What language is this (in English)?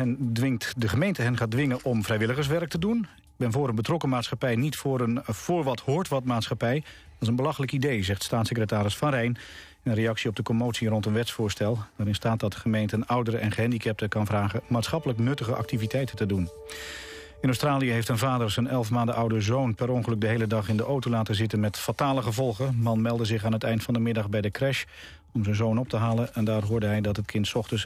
Dutch